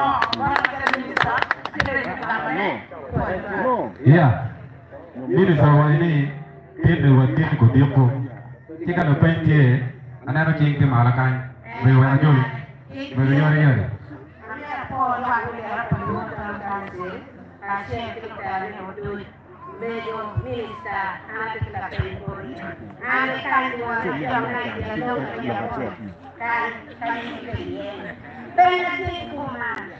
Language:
Acoli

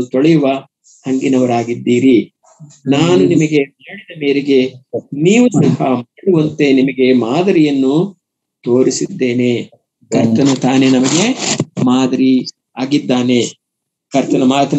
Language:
Kannada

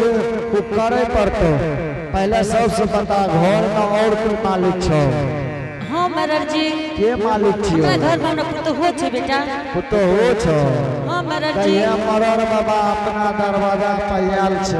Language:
Angika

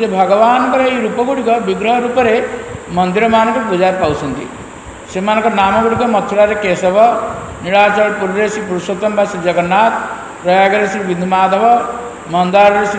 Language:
Odia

